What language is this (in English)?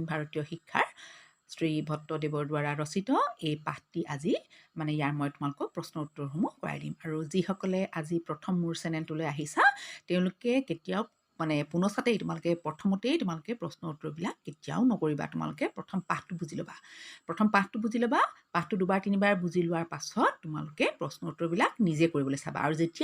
Assamese